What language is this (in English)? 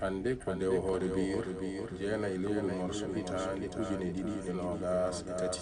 Fula